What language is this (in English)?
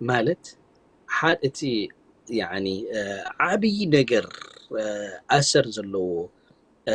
Tigrinya